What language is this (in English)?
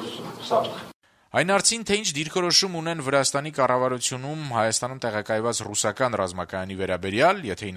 Armenian